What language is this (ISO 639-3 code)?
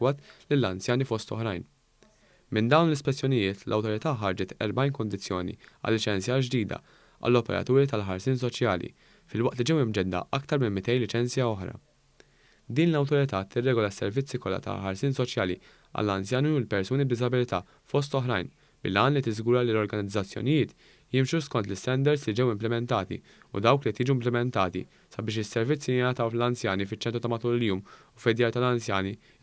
mlt